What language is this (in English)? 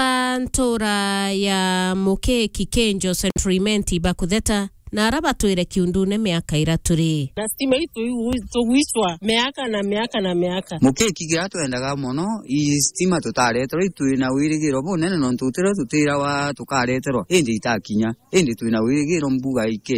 Meru